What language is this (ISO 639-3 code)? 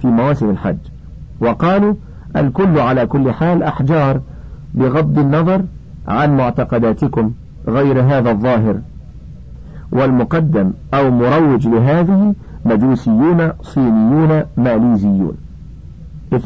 ara